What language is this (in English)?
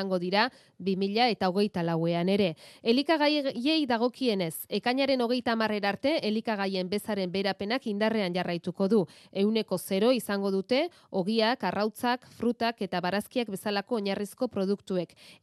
Basque